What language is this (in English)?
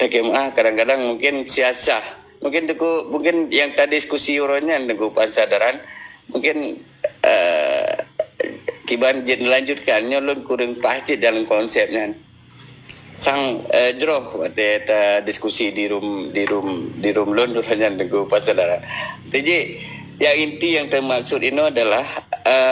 Achinese